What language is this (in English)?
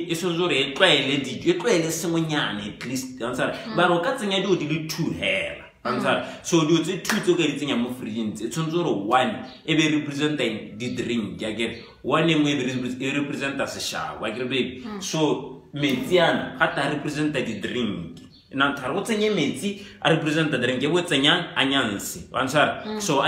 Tswana